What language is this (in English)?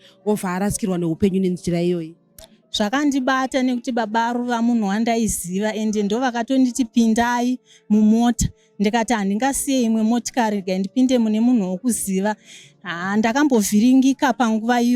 Shona